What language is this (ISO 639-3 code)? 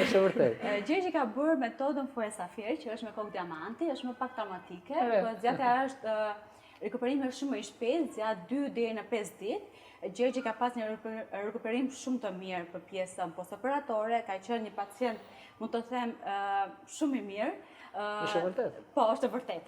sqi